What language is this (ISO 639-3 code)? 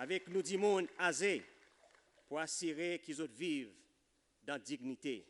crs